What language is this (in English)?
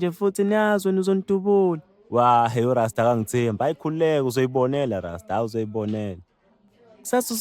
Zulu